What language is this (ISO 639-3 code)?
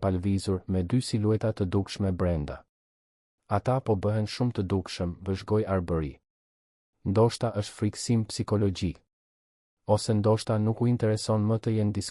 sqi